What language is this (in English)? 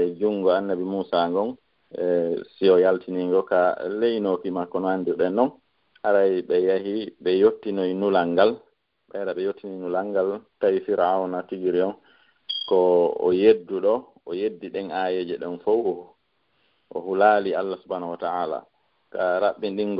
Fula